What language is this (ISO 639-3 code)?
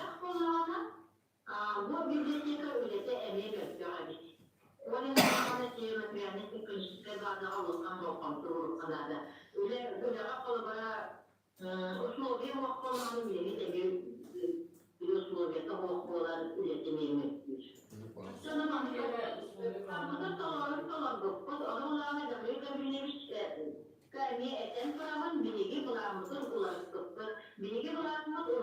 sah